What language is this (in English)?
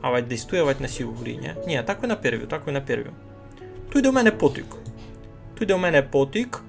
Rusyn